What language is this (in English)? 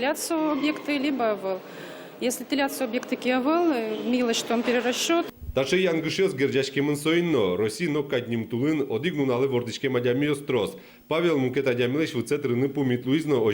Udmurt